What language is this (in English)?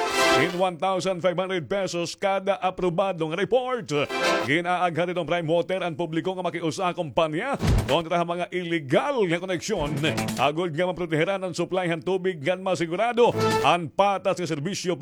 Waray